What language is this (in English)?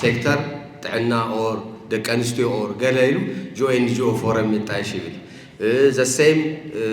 Tigrinya